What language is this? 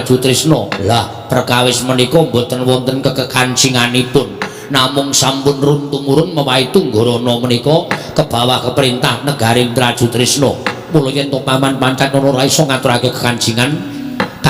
Javanese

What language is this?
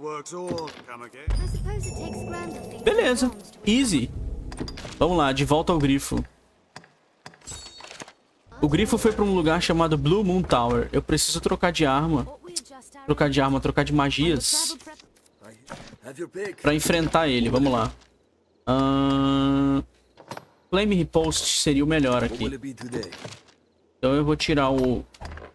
Portuguese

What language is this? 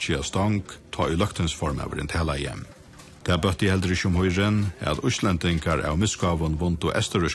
Faroese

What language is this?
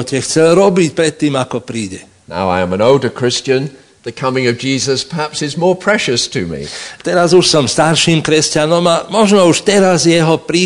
Slovak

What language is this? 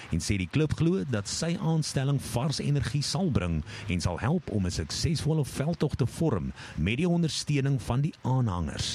Afrikaans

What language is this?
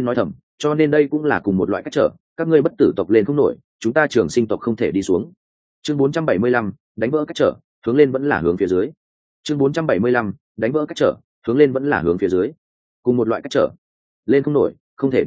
Vietnamese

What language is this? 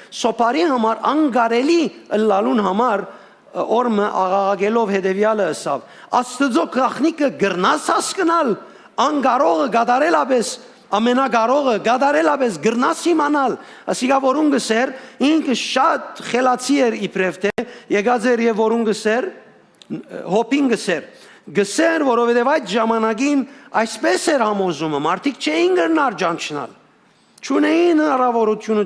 Western Armenian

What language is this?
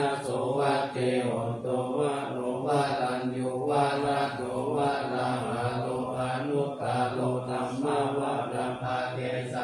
Pali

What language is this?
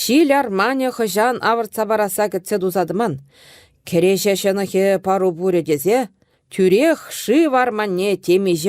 Chuvash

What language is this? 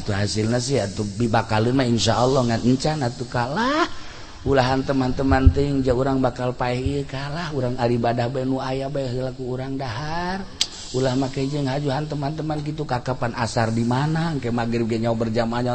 Sundanese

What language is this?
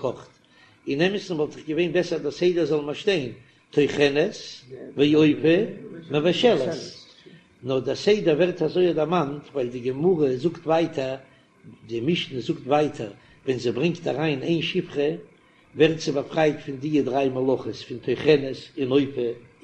Yiddish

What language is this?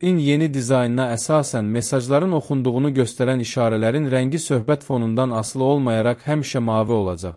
Azerbaijani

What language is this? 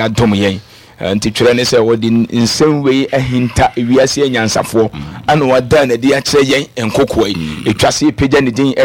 Akan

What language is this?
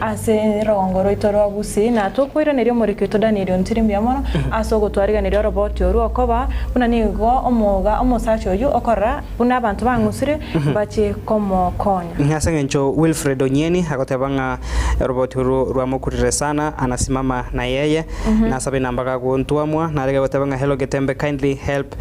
Gusii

